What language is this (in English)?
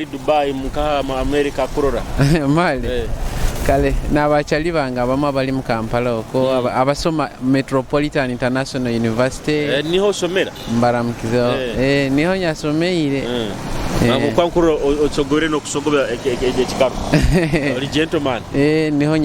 Nyoro